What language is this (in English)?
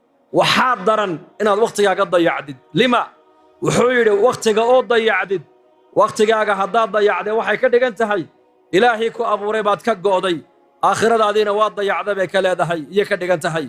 Somali